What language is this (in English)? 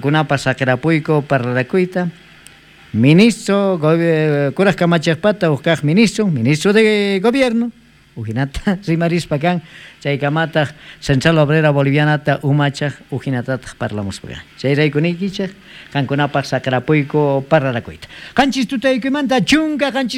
South Bolivian Quechua